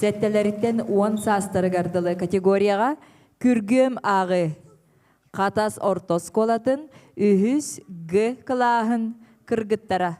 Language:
Yakut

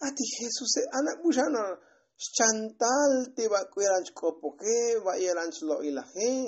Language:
Tzotzil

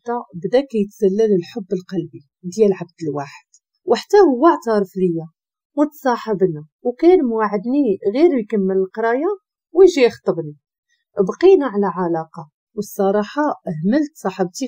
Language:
Moroccan Arabic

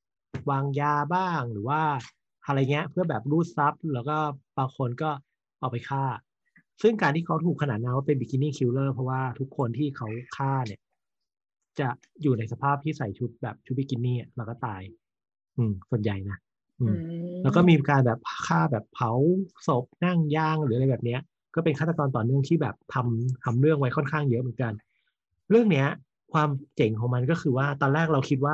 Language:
Thai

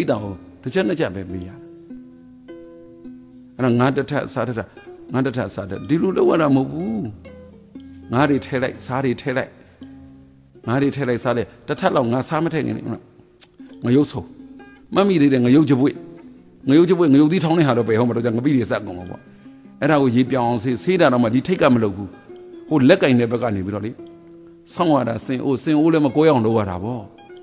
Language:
Burmese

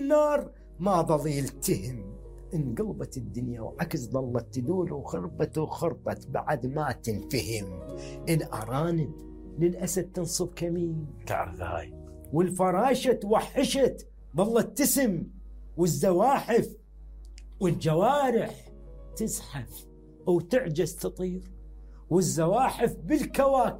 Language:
Mesopotamian Arabic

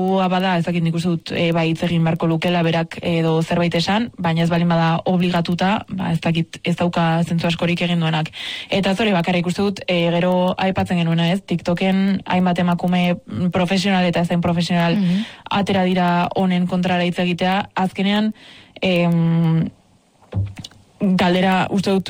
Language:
Basque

